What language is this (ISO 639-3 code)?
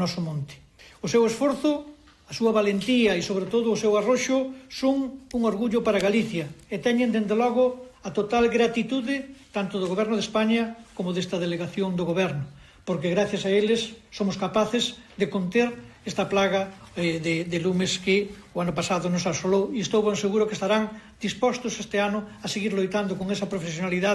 glg